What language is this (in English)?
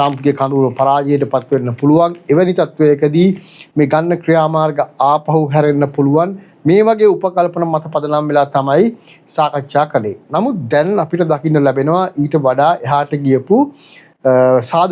Sinhala